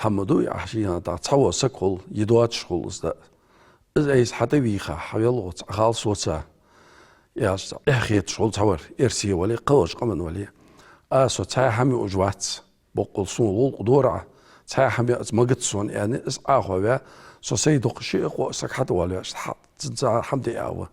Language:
Ingush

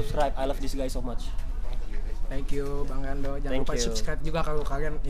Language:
Indonesian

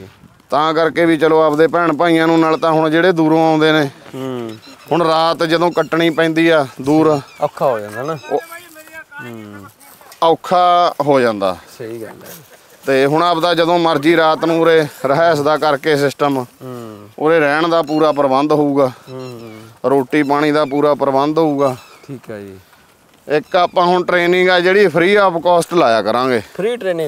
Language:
Punjabi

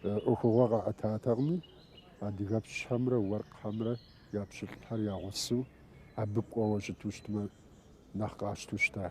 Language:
Kabardian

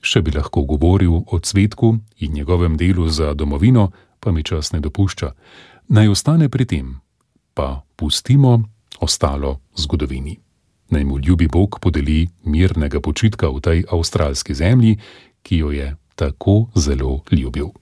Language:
Slovenian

